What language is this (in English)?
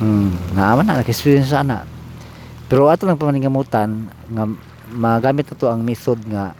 Cebuano